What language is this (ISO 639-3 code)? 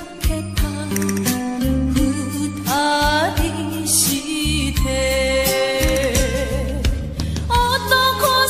jpn